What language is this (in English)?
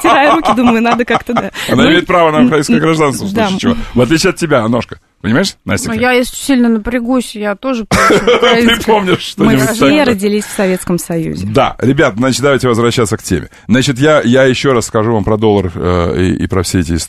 Russian